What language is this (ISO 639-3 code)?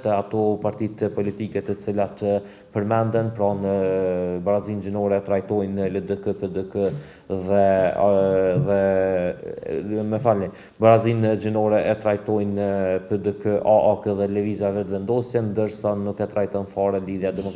sqi